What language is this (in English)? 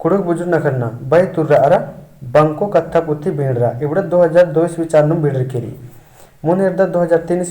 Kurukh